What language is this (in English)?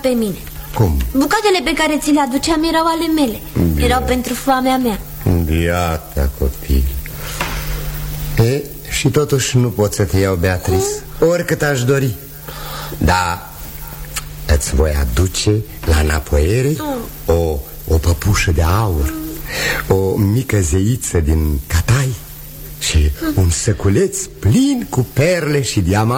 Romanian